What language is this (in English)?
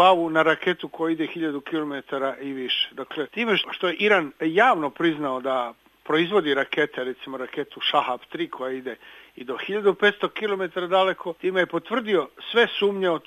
Serbian